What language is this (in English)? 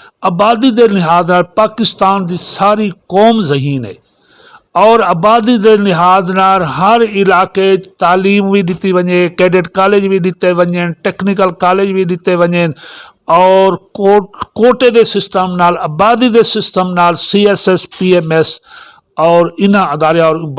Saraiki